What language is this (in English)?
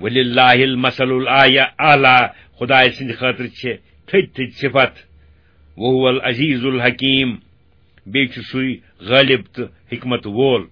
Kashmiri